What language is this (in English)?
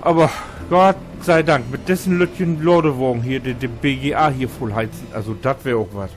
Low German